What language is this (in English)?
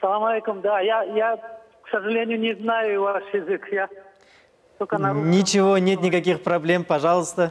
Crimean Tatar